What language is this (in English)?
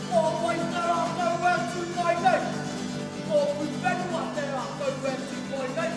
Māori